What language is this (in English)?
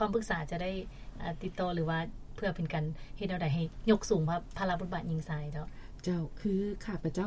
Lao